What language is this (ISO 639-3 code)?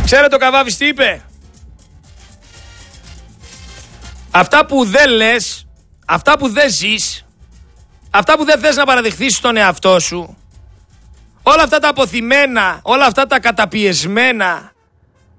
ell